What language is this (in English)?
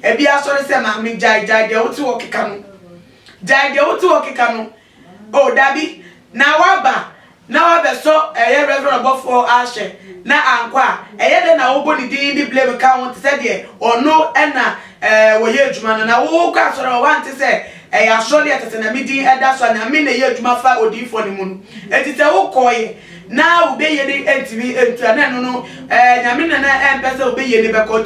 Akan